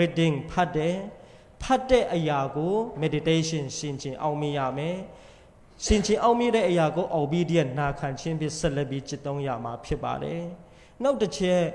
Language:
Burmese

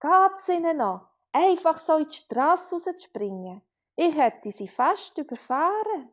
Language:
Swiss German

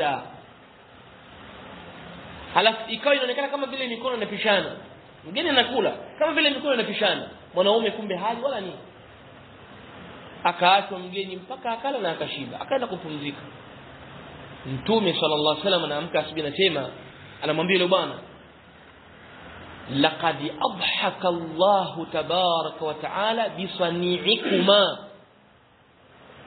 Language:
Swahili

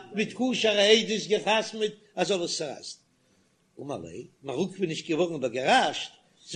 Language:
Yiddish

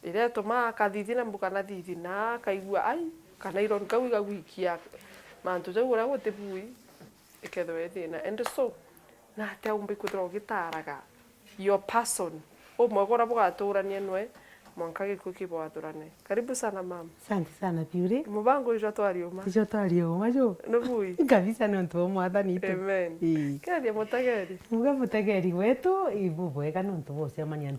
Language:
Meru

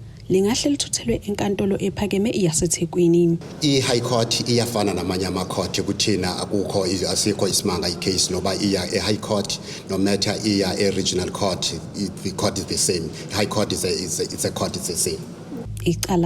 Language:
Zulu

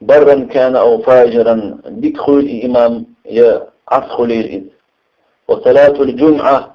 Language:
Chechen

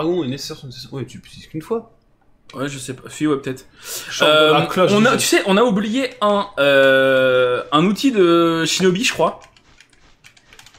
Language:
French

